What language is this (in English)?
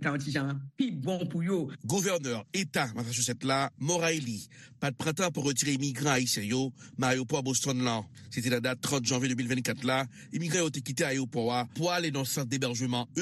Haitian Creole